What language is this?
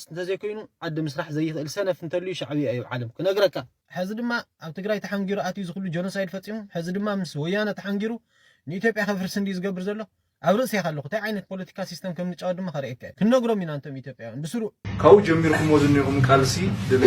Tigrinya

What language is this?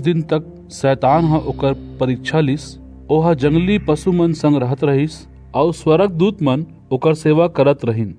Chhattisgarhi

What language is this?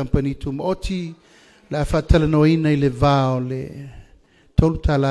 Samoan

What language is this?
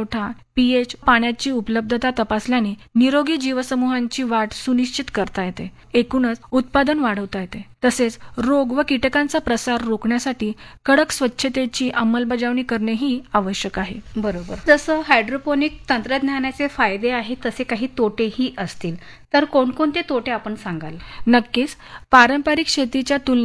Marathi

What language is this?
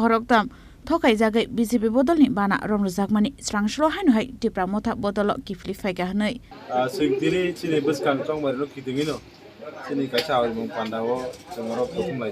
Kok Borok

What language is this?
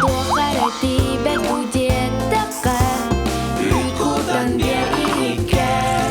Yakut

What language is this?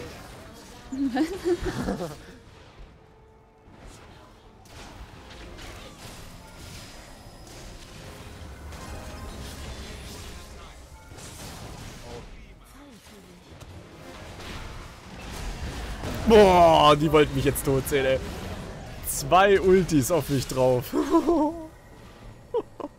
German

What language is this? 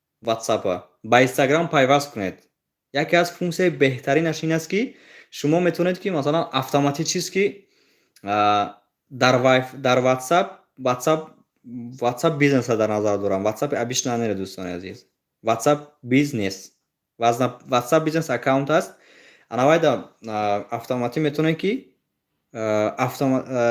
Tajik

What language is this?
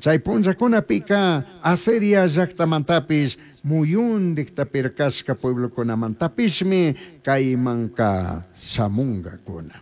Chimborazo Highland Quichua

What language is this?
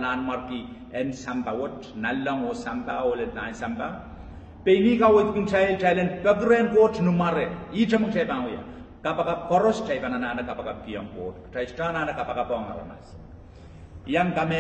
Pohnpeian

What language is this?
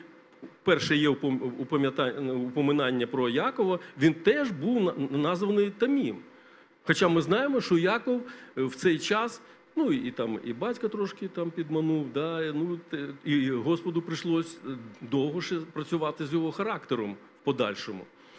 Ukrainian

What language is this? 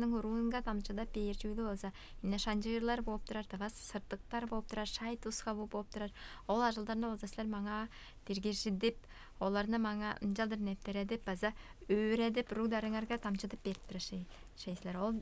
Tuvinian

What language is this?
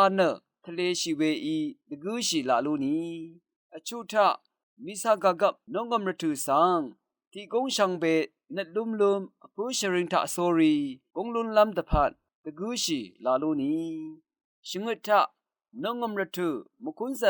Rawang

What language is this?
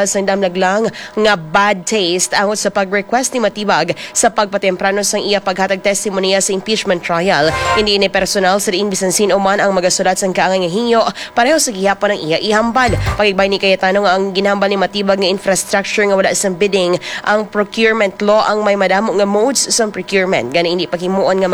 Hiligaynon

